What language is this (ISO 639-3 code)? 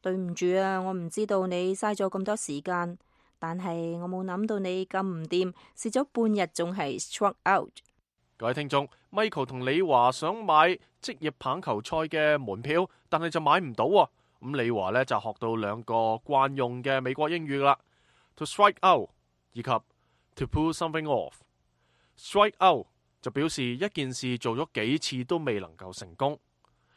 yue